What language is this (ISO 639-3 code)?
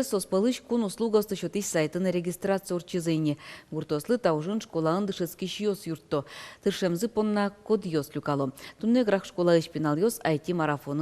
udm